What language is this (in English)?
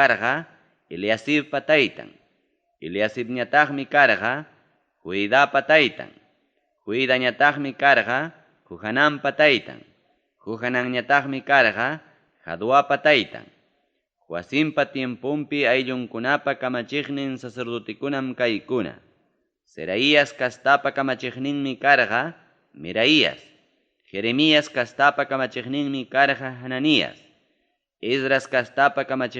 Ayacucho Quechua